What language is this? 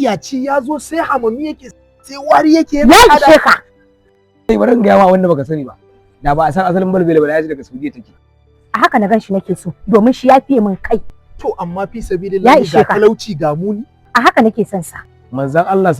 Hausa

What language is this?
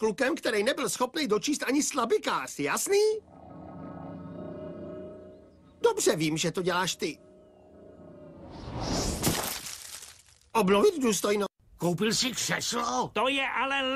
Czech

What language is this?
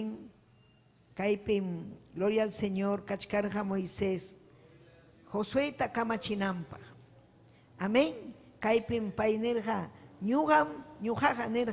Ayacucho Quechua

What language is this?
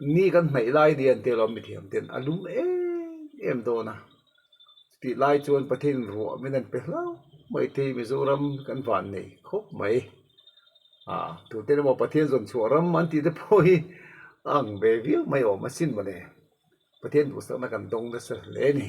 Mizo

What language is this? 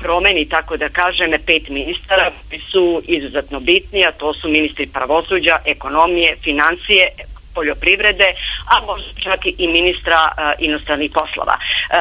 Serbian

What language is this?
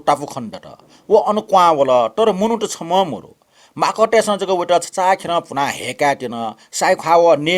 Newari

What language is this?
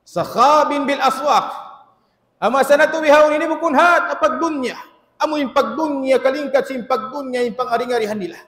Tausug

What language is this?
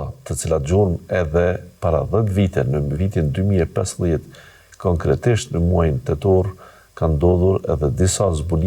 Albanian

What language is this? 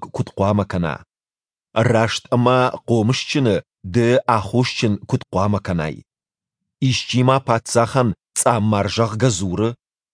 Ossetic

